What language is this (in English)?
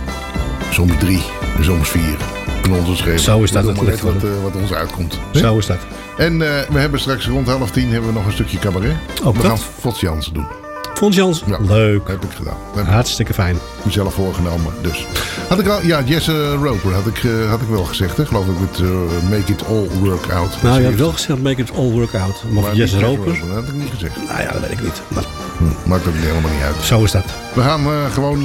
Dutch